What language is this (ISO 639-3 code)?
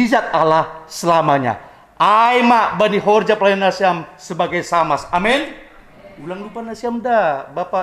bts